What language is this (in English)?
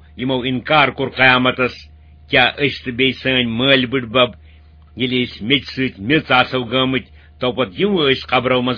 Kashmiri